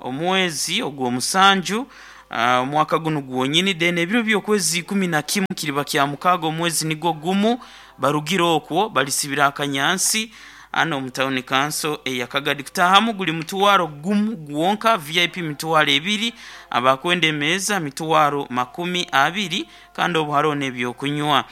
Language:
Nyoro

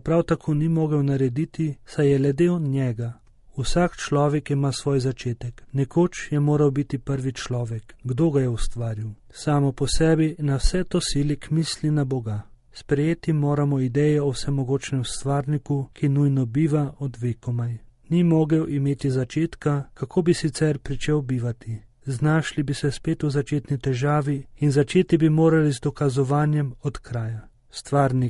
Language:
Slovenian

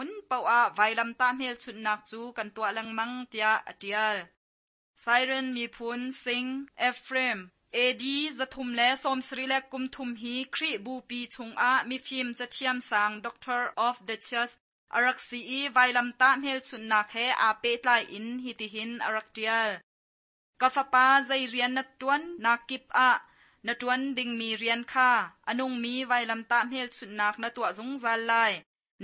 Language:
Hakha Chin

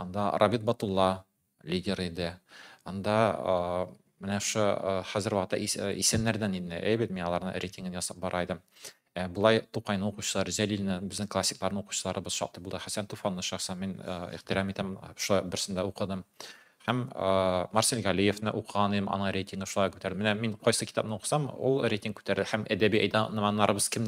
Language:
Tatar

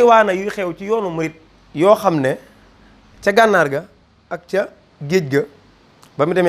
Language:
Wolof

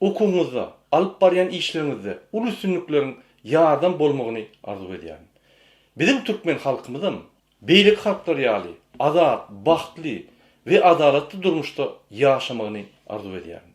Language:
Turkmen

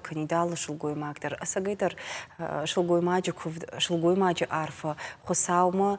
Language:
Ossetic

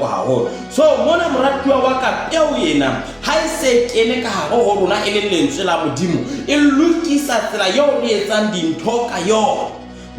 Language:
Southern Sotho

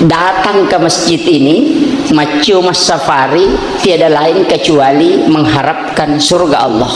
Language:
Buginese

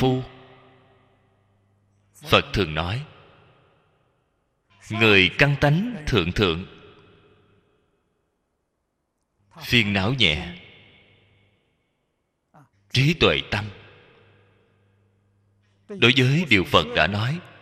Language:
Vietnamese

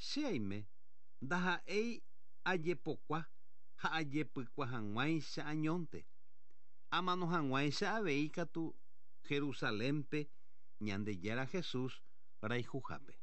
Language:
Guarani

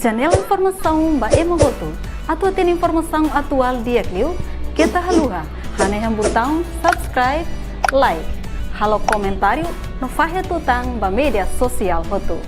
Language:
Tetum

